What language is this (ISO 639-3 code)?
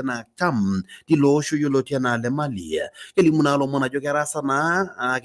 mas